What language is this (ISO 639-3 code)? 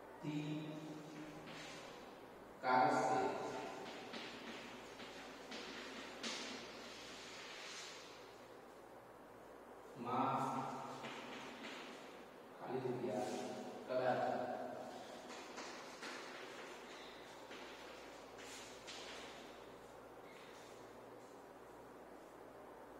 guj